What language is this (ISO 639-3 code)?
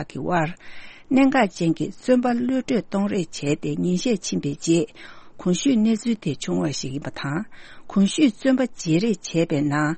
bod